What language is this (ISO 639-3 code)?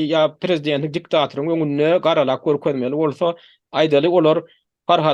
tuk